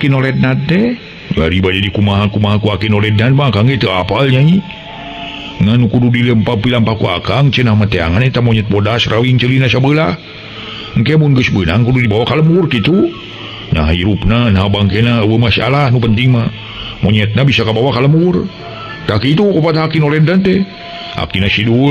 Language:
Sundanese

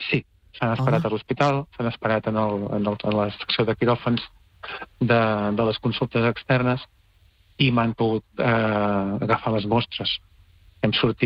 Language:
Catalan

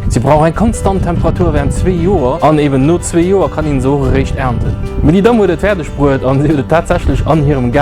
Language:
Luxembourgish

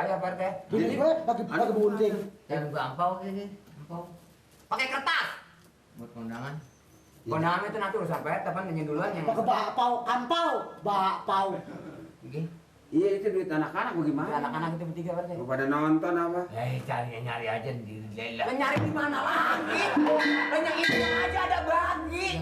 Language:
Betawi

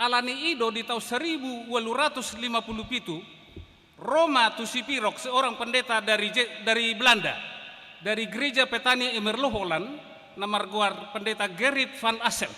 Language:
Batak Toba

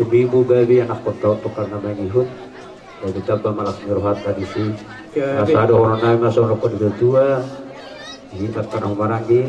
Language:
Batak Toba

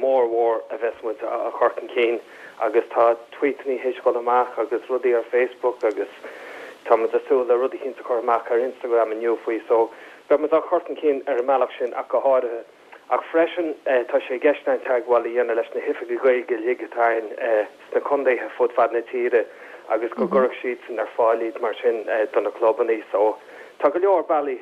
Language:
Irish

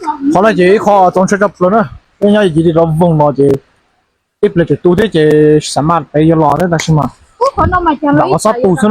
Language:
Hmong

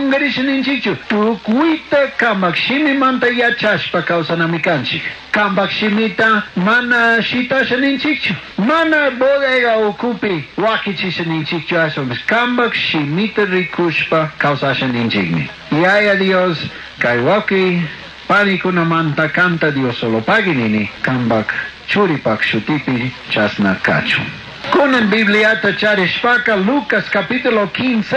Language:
Chimborazo Highland Quichua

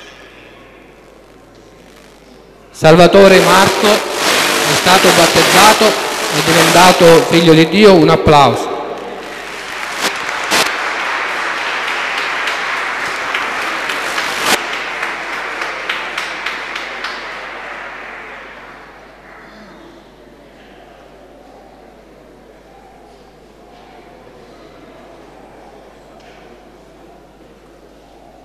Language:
Italian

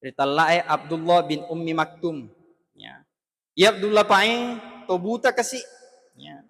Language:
Buginese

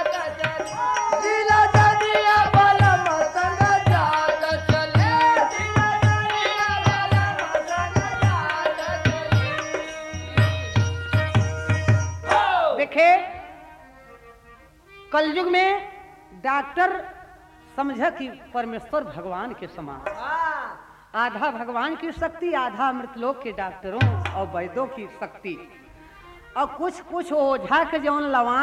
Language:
Bhojpuri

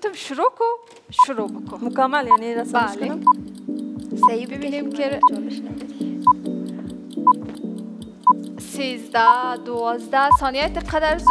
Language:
Persian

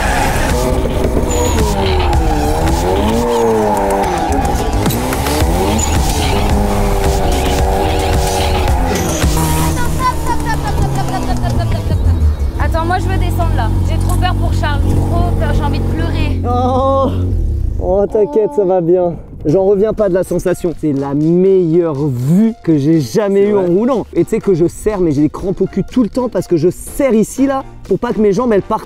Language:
French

